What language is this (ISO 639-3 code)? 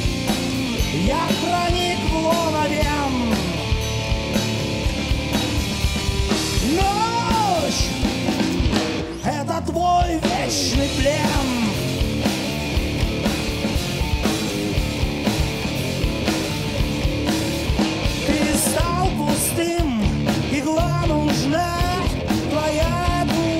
rus